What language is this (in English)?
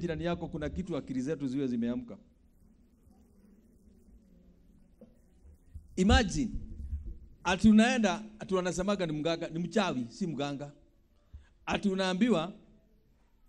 Swahili